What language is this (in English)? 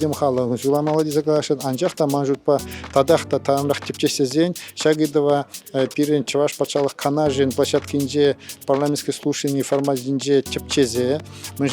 Chuvash